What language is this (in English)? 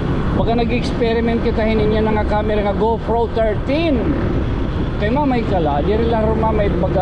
Waray